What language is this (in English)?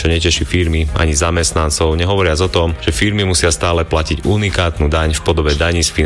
Slovak